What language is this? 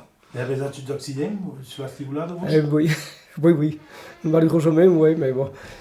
Occitan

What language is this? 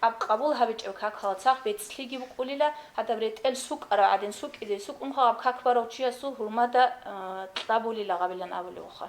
Avaric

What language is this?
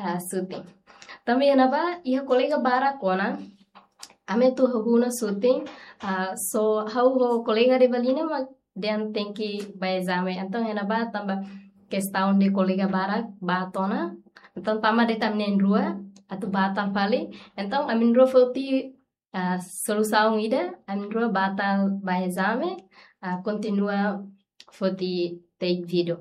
Tetum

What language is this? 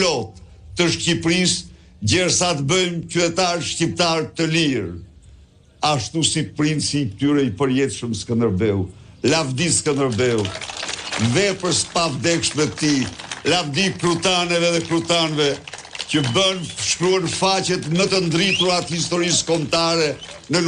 Albanian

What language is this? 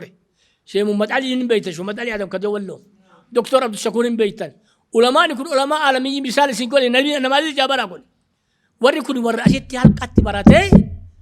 Oromo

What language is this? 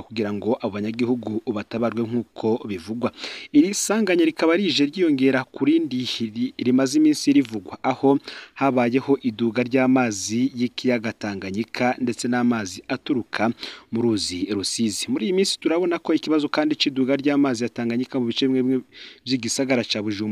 Rundi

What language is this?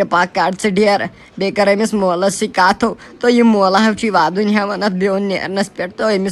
Kashmiri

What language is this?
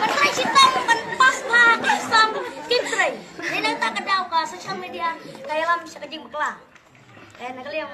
Khasi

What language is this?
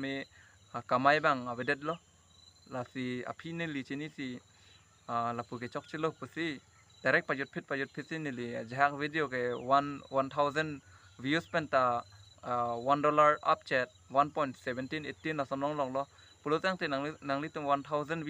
Karbi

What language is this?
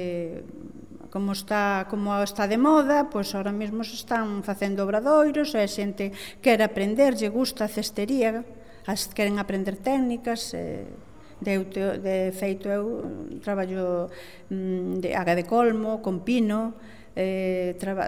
Galician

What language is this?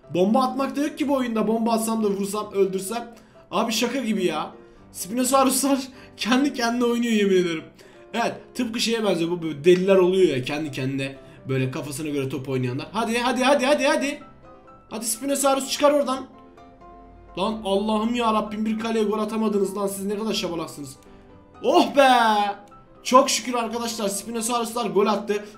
Turkish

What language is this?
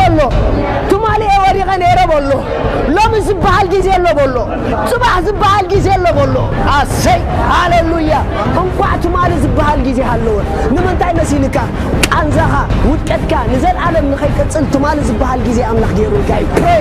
Tigrinya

